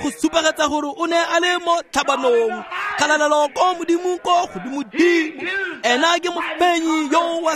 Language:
Tswana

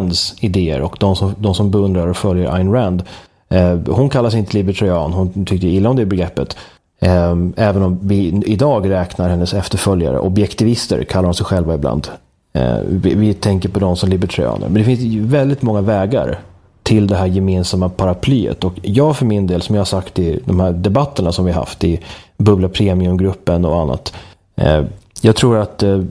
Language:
Swedish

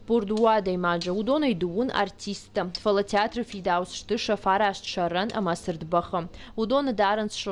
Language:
Ossetic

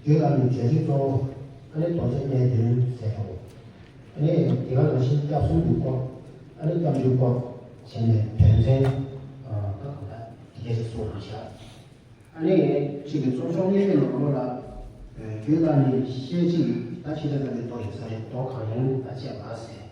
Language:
Tibetan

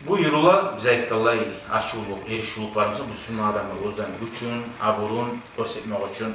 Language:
Kumyk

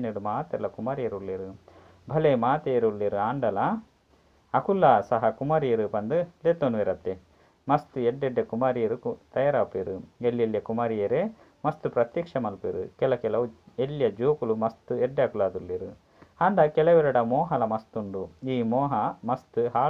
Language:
Tulu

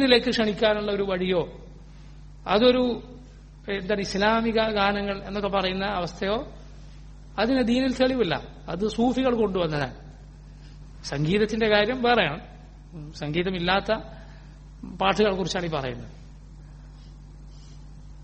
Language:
Malayalam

